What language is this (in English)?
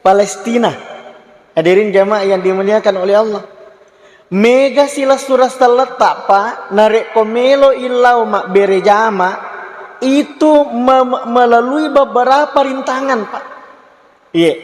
Buginese